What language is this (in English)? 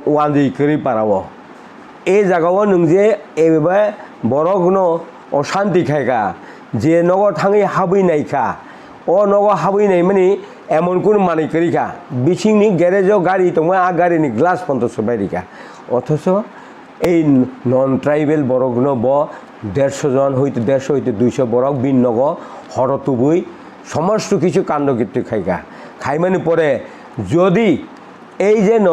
Kok Borok